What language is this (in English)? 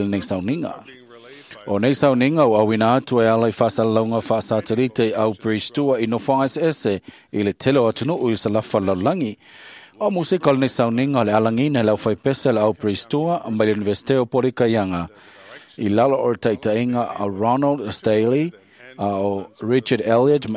Samoan